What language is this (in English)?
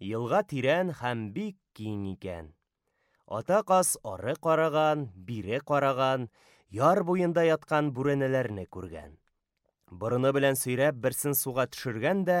Tatar